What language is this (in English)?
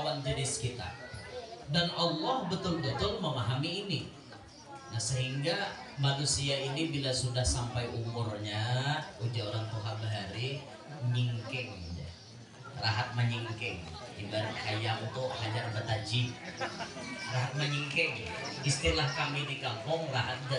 Banjar